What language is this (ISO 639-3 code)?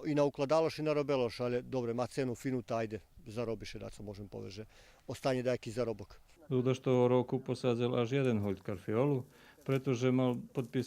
rue